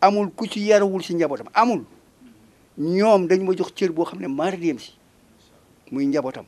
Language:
Wolof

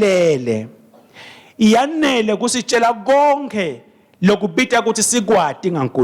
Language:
Swati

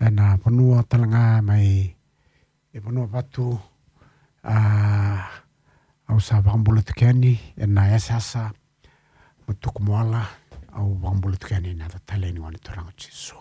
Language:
Fijian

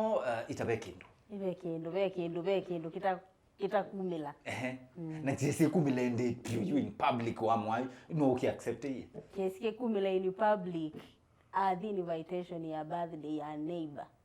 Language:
Kamba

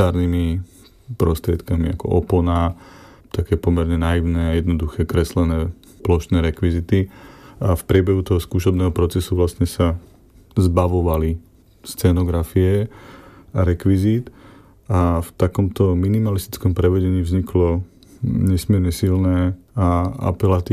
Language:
Slovak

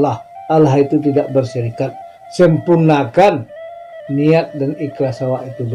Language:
Minangkabau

